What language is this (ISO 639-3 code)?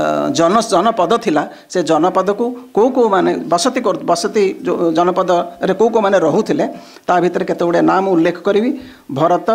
ori